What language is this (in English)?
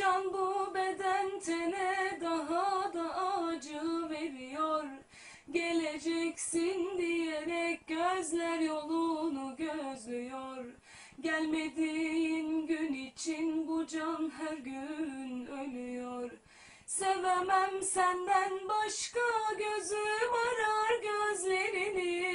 Turkish